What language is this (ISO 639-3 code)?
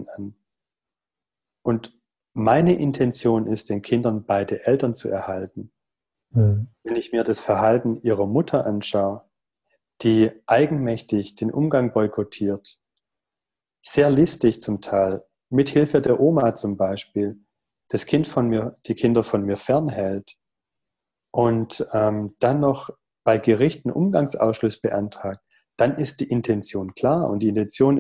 deu